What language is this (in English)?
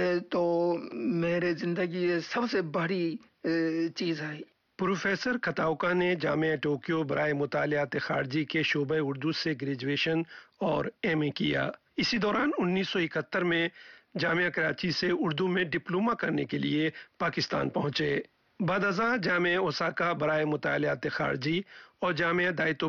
Urdu